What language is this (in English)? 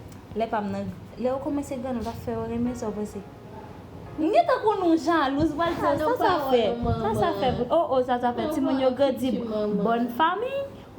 Haitian Creole